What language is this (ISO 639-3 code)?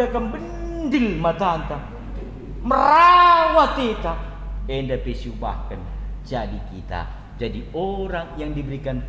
btx